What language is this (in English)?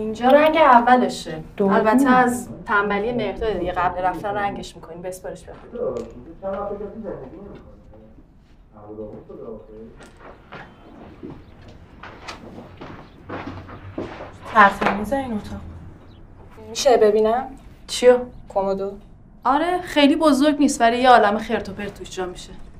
Persian